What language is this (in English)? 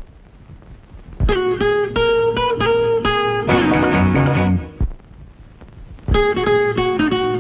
Tamil